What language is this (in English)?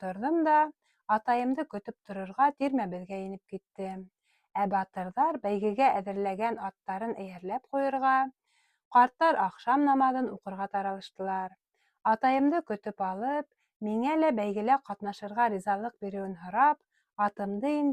Bashkir